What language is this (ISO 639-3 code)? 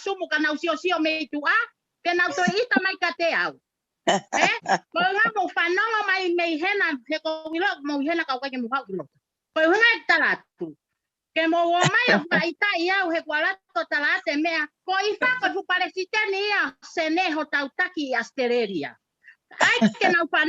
ton